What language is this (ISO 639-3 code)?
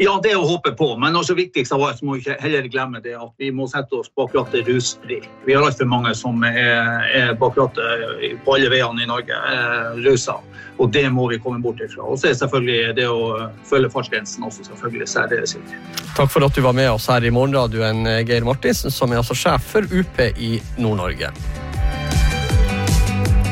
nor